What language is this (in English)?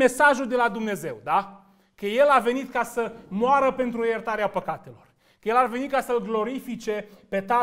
Romanian